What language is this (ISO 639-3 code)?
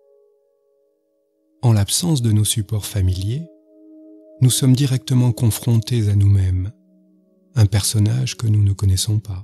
fra